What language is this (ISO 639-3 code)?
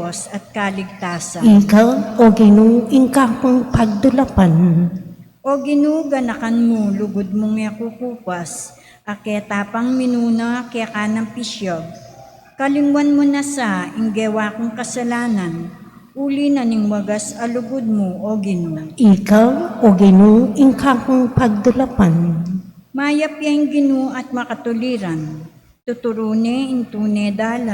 pam